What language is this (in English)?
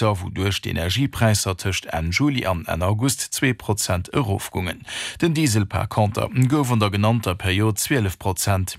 Luxembourgish